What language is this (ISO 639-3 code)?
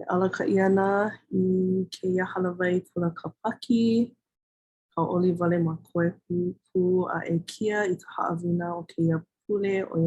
haw